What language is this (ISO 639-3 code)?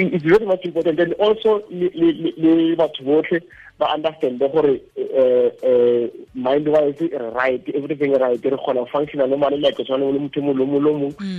tsn